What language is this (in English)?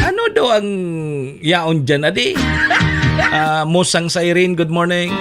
Bikol